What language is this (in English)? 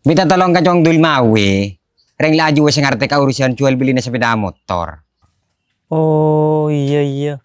Madurese